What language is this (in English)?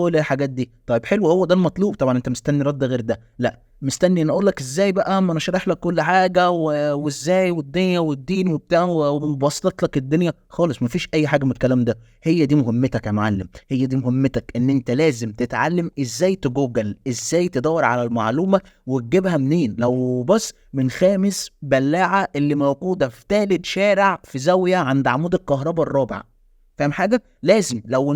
Egyptian Arabic